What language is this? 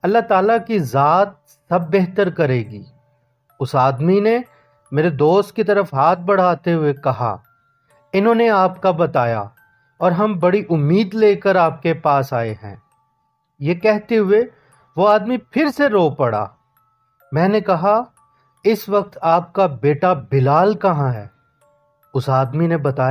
Urdu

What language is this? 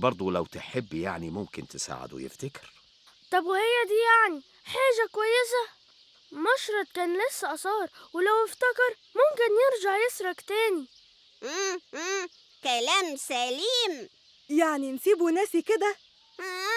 Egyptian Arabic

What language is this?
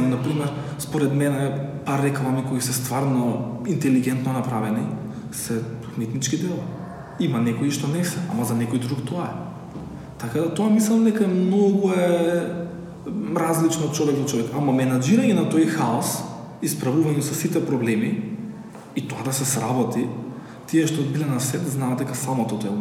Macedonian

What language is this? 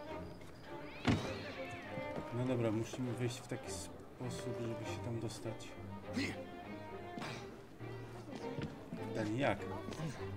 Polish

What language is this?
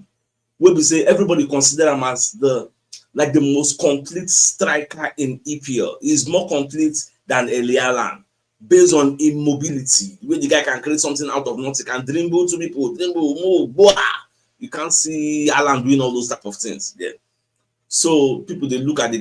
Nigerian Pidgin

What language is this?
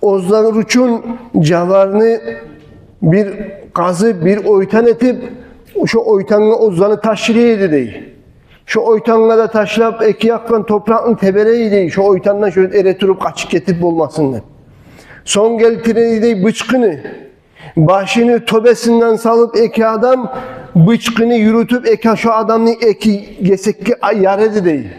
Kumyk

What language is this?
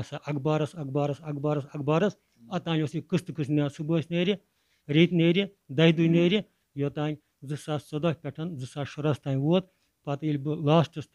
Kashmiri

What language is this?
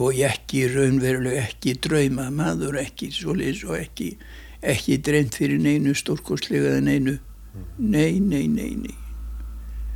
Icelandic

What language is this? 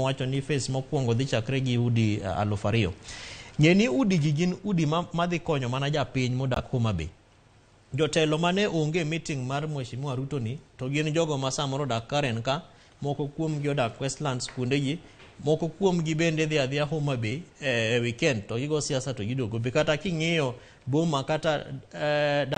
Luo (Kenya and Tanzania)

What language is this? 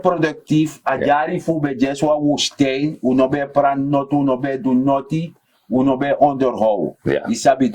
Sranan Tongo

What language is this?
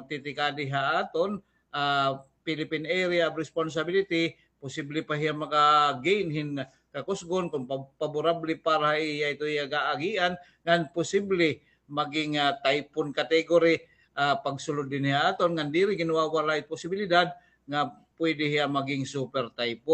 Waray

